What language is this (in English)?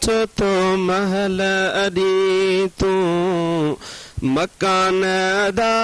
Sindhi